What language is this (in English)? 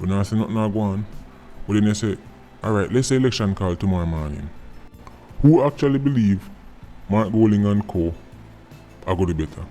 Jamaican Creole English